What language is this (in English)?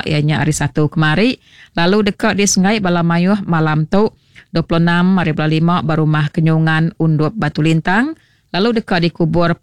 Iban